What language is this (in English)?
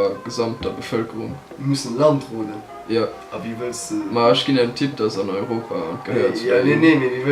Luxembourgish